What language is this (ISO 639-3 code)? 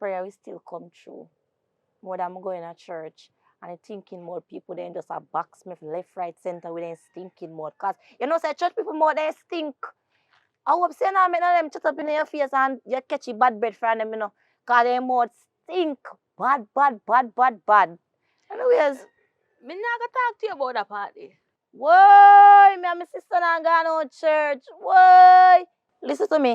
jam